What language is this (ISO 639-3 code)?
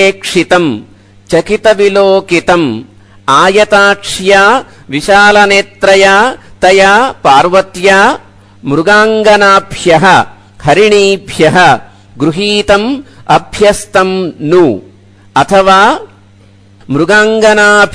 san